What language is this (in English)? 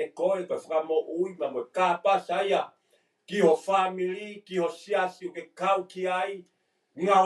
Tongan